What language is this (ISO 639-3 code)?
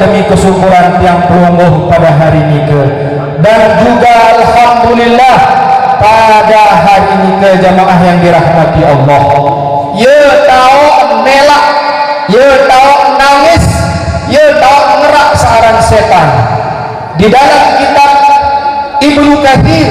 sas